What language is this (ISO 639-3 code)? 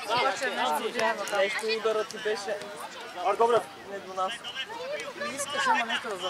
bul